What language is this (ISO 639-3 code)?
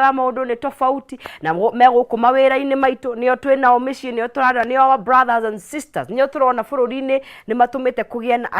kik